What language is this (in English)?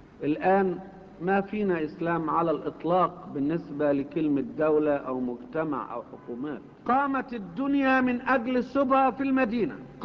Arabic